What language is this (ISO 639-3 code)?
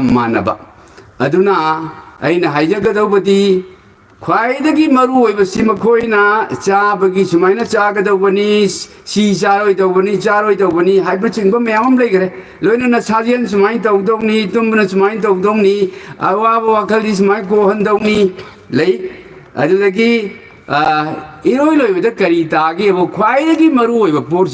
mni